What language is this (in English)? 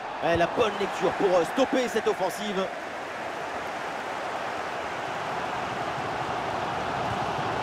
French